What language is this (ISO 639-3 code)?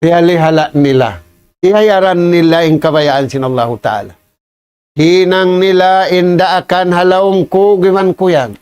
tsg